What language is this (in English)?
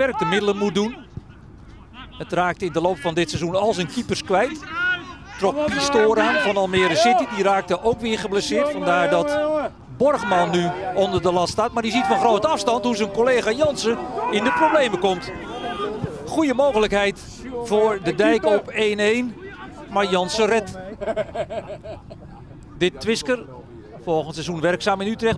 Dutch